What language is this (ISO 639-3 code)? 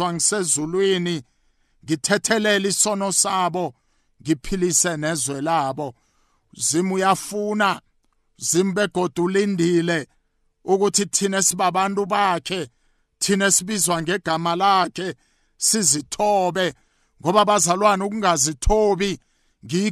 nbl